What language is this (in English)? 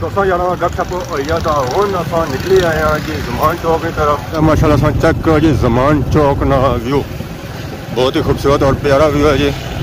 Pahari-Potwari